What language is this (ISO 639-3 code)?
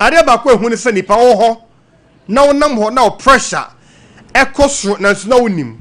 aka